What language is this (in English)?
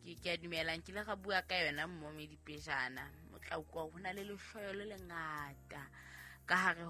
Southern Sotho